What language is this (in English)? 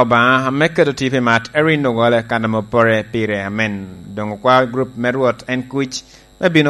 Lango (Uganda)